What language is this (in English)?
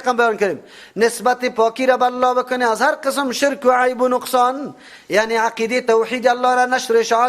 Persian